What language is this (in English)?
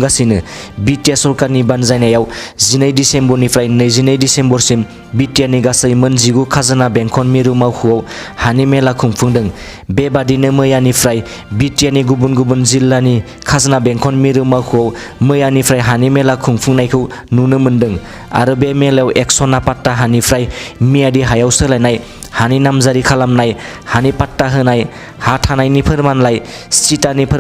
Bodo